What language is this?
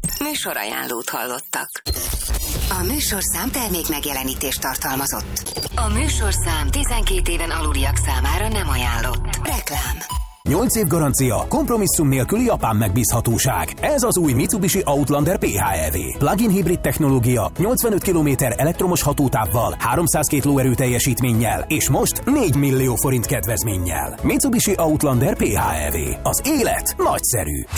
Hungarian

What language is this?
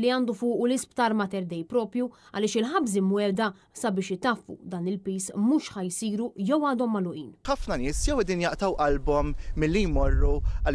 Maltese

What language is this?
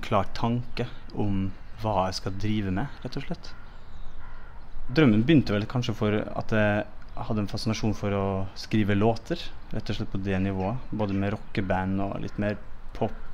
Norwegian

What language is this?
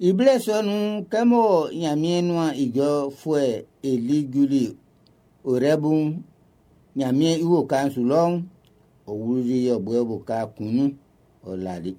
Baoulé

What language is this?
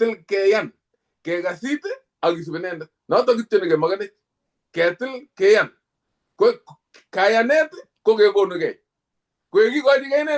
Kalenjin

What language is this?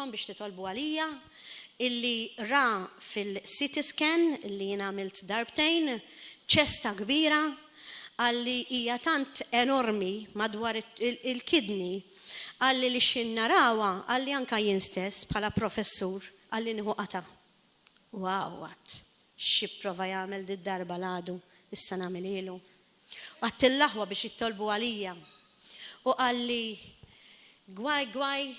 Maltese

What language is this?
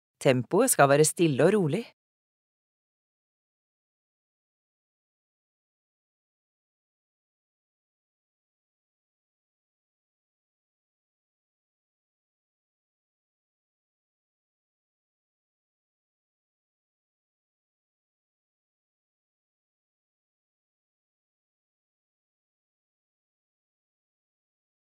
Norwegian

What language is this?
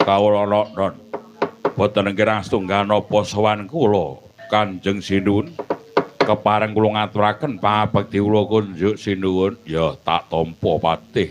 Javanese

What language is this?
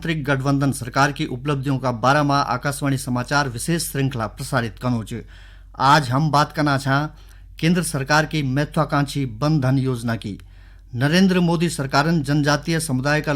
Garhwali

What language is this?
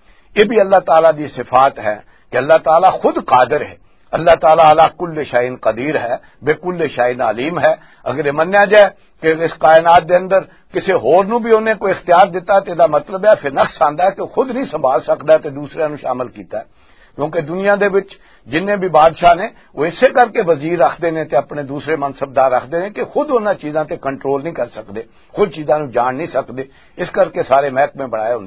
Western Panjabi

